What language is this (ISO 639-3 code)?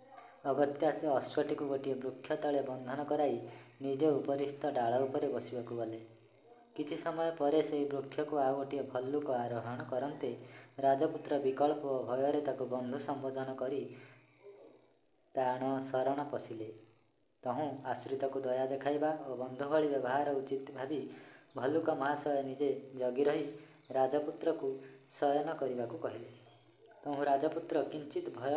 ori